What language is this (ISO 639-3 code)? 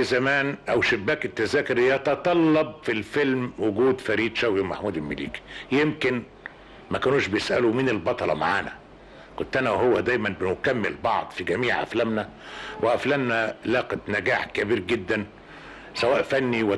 arz